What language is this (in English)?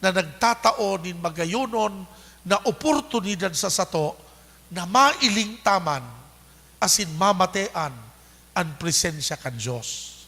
Bikol